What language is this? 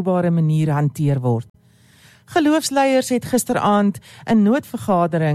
Afrikaans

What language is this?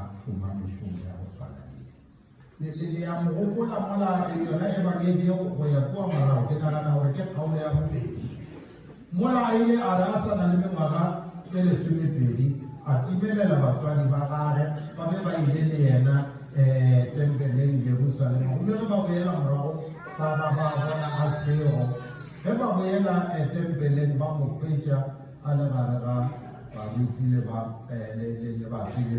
Northern Sotho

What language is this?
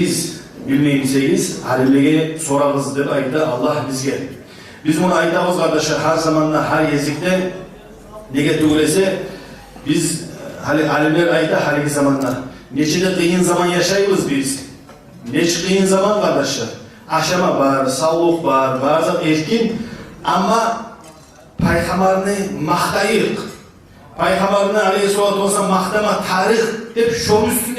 Kumyk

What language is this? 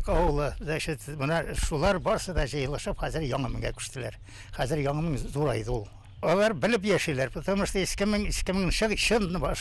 Bashkir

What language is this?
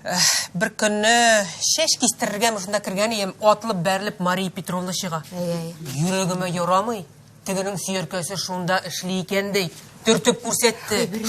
Tatar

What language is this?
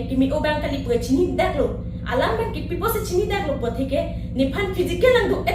Karbi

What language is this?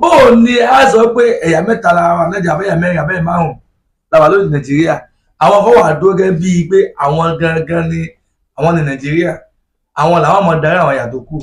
Yoruba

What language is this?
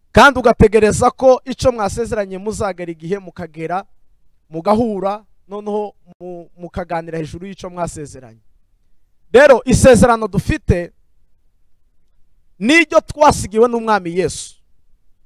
Kinyarwanda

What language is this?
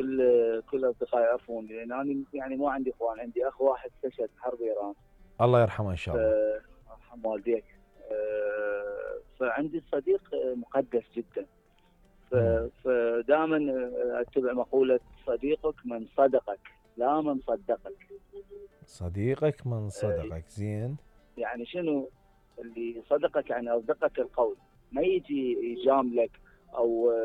Mesopotamian Arabic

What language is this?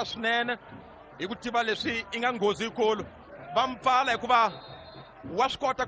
Tsonga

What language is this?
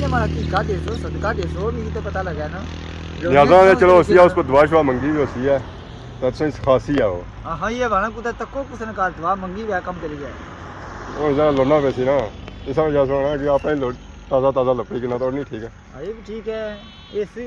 Pahari-Potwari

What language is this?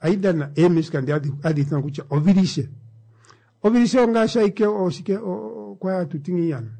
Kuanyama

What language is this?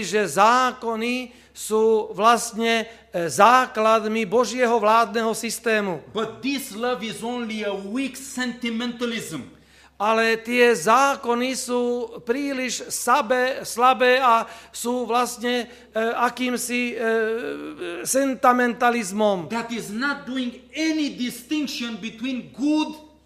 Slovak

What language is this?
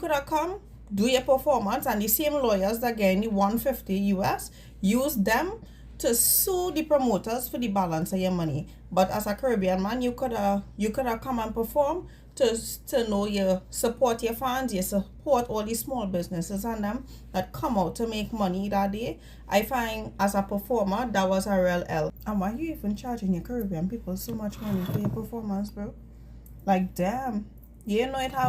Jamaican Creole English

